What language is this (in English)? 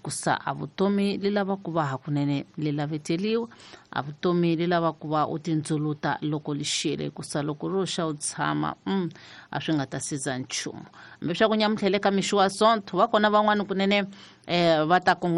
Tsonga